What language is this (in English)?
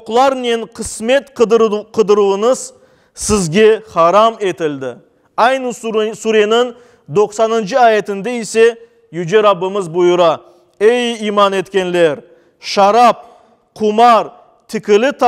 Crimean Tatar